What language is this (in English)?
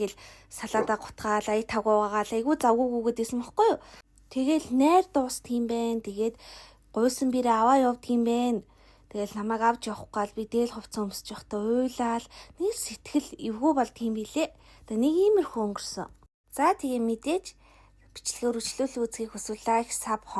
Mongolian